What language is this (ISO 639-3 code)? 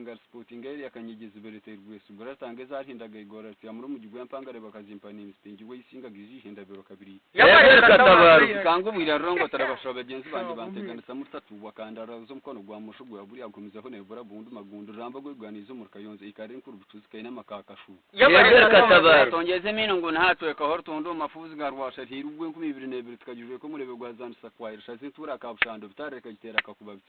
nyn